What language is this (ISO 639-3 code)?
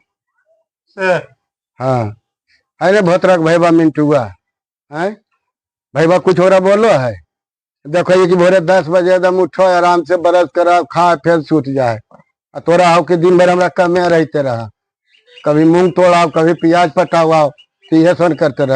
mag